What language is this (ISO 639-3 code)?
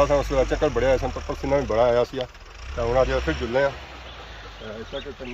phr